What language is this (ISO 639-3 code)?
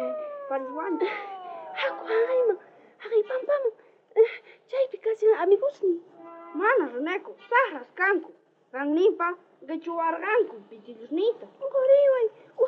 quh